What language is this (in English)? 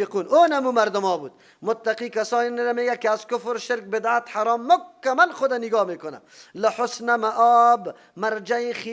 Persian